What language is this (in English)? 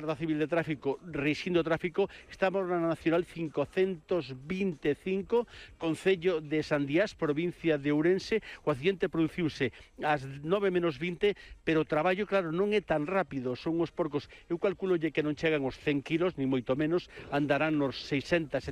Galician